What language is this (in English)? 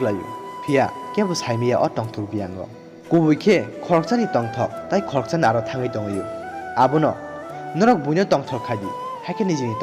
Kok Borok